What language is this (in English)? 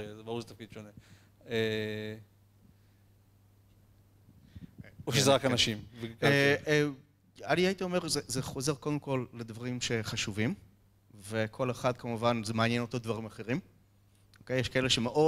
Hebrew